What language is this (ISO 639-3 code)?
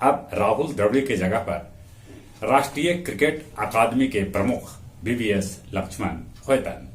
mag